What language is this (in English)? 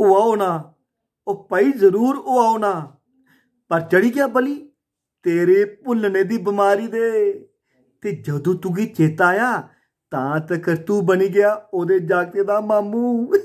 Dogri